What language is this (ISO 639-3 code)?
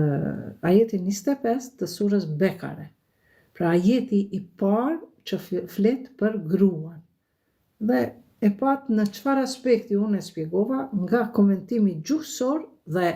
sqi